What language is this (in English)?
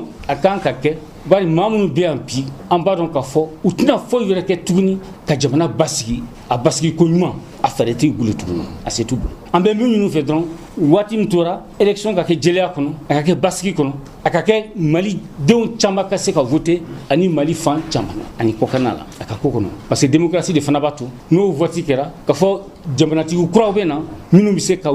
Bambara